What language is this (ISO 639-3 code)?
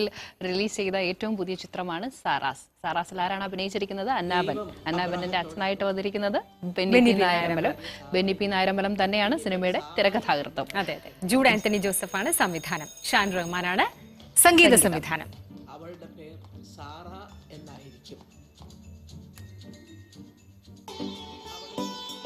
mal